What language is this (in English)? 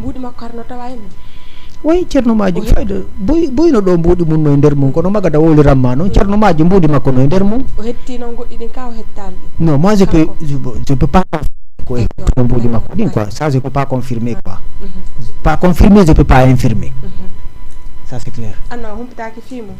Fula